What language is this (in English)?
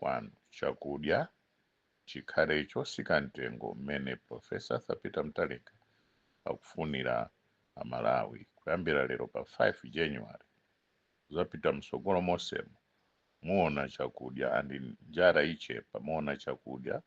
Nyanja